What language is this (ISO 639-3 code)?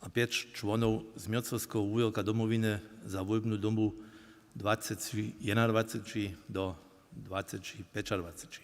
hsb